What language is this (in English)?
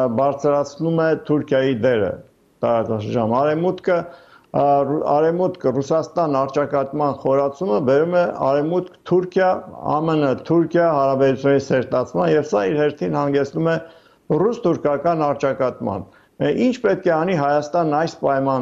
Armenian